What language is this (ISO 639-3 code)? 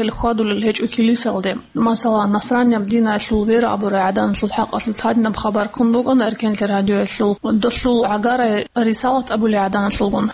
ava